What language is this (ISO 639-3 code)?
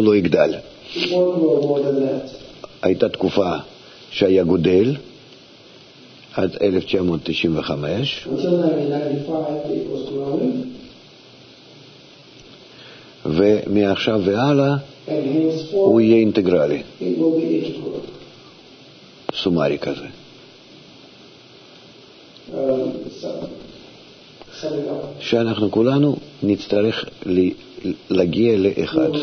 heb